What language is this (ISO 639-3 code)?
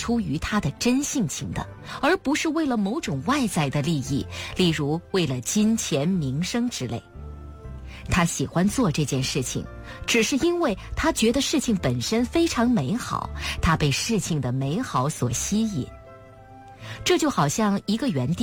zho